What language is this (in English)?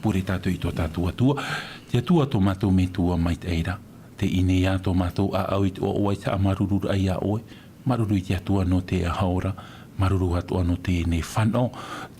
Tahitian